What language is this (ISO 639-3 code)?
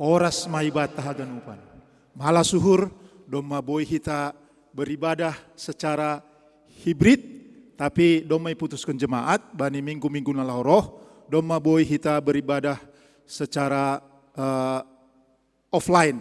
bts